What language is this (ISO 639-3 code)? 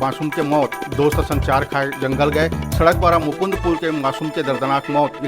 hne